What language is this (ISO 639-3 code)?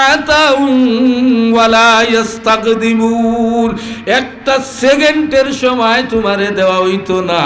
syl